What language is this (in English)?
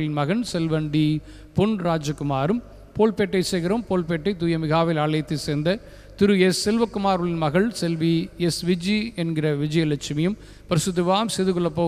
Tamil